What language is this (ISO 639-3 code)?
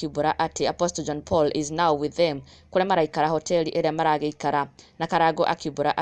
kik